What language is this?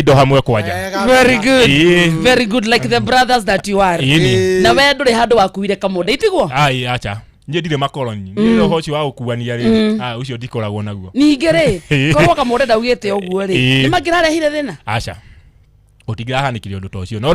Kikuyu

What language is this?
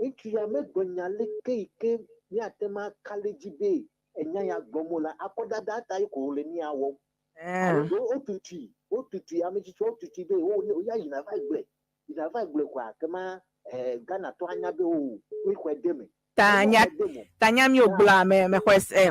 Ewe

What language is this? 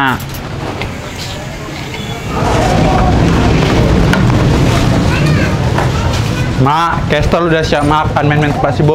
Indonesian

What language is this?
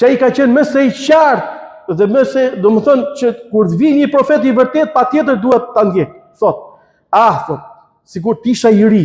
Albanian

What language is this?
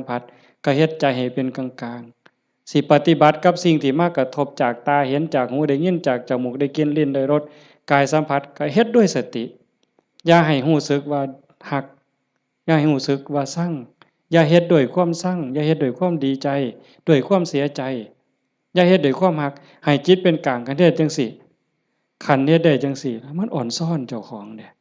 Lao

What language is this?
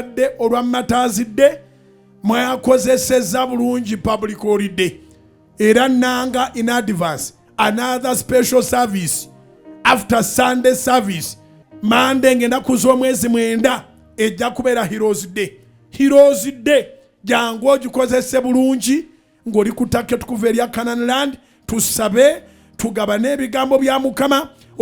Ganda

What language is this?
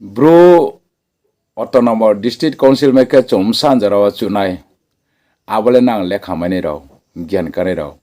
Riang (India)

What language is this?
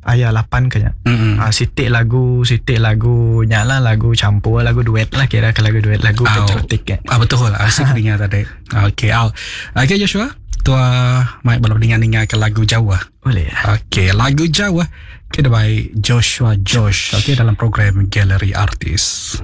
Iban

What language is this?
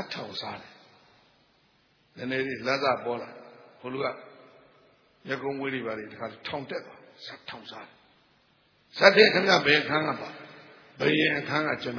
Burmese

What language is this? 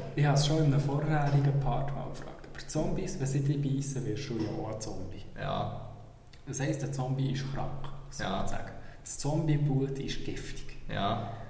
Swiss German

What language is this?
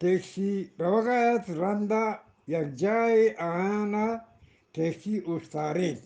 Eastern Balochi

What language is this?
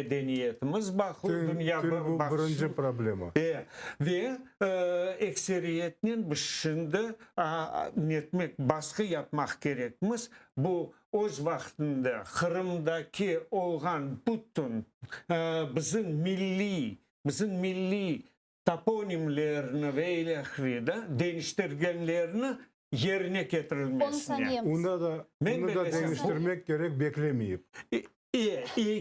Crimean Tatar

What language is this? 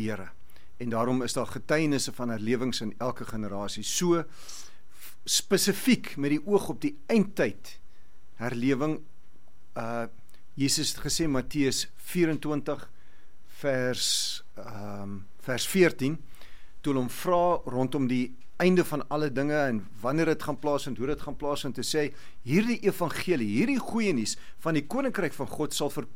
Afrikaans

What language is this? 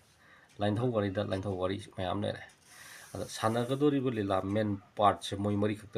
Manipuri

